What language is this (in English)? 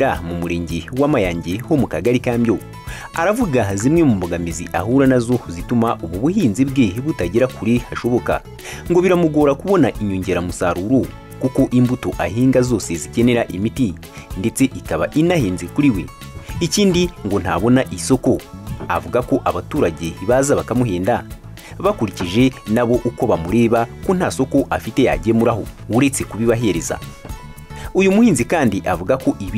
Kinyarwanda